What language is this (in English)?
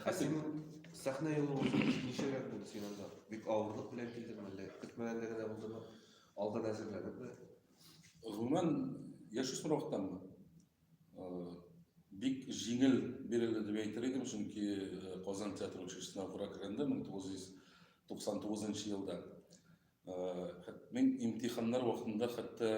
Tatar